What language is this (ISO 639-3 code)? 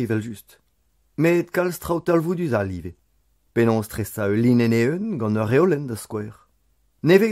bre